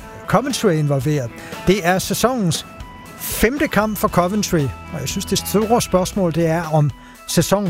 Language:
Danish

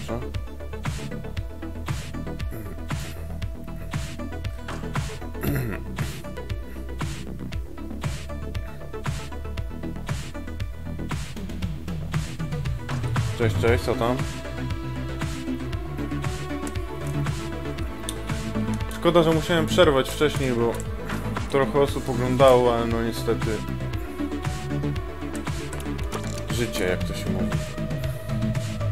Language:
Polish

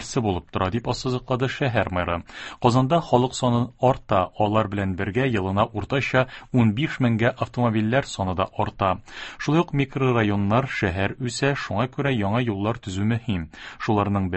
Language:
Tatar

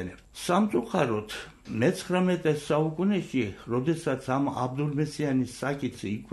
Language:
Georgian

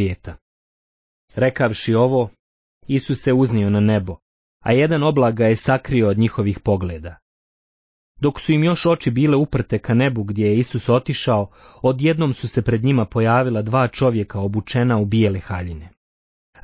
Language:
Bosnian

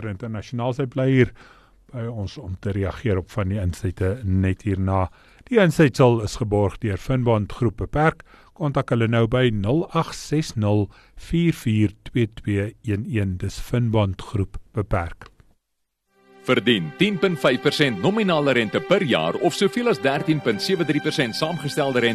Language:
Afrikaans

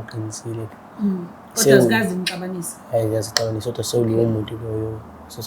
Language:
Zulu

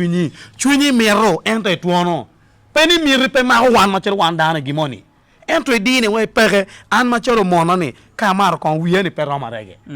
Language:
Acoli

